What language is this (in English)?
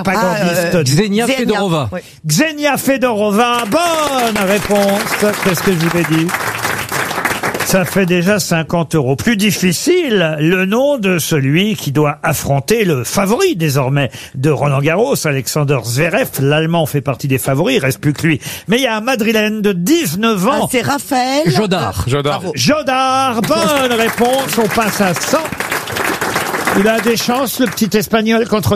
French